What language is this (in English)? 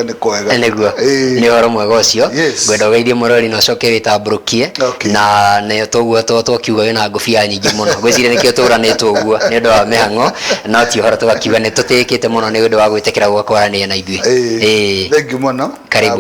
Kikuyu